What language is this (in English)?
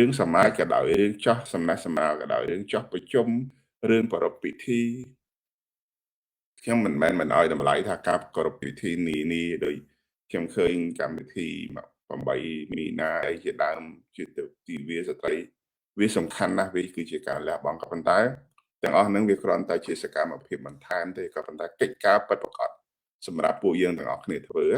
Khmer